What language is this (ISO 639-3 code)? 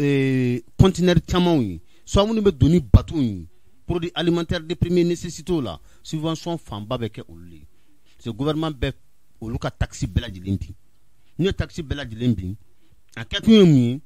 bam